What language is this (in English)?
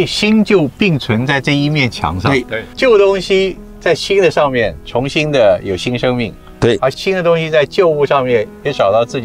Chinese